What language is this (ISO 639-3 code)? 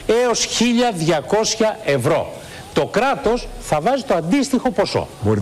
ell